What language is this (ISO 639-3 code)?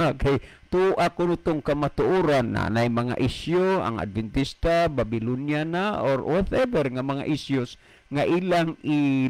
ceb